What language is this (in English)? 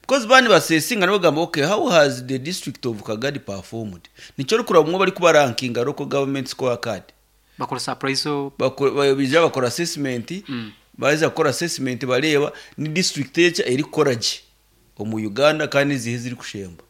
Nyankole